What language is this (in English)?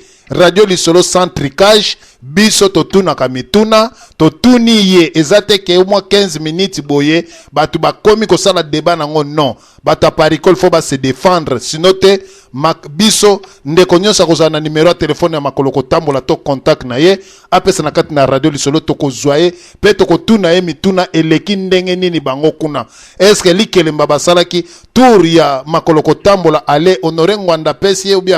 Lingala